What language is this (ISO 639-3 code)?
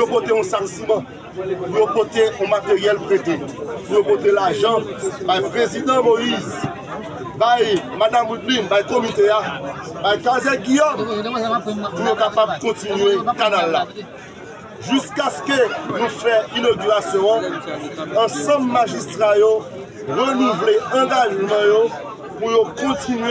hat